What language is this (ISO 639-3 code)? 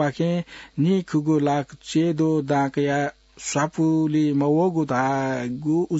new